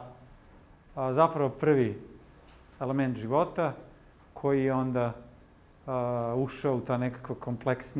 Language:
Serbian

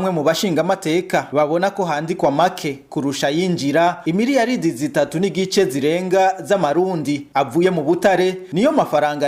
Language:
Rundi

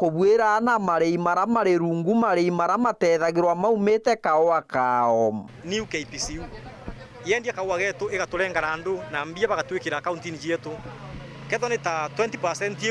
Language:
Meru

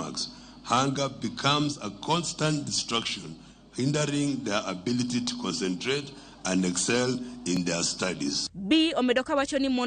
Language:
Luo (Kenya and Tanzania)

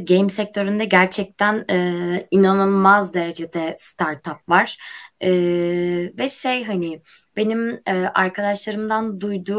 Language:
Turkish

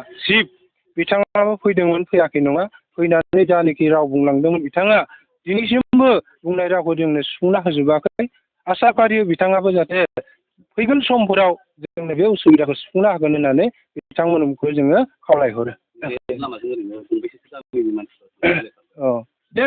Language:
Bodo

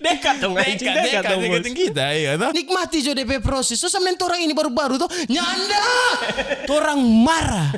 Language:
Manado Malay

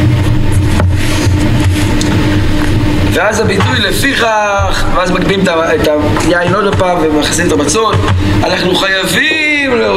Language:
Hebrew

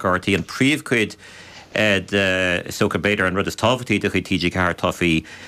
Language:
Irish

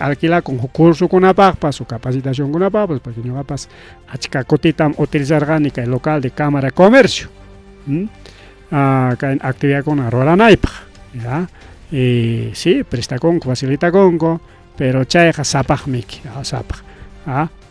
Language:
Ayacucho Quechua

